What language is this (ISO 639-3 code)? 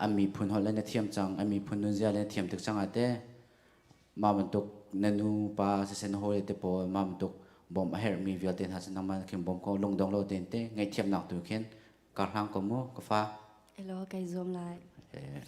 cnh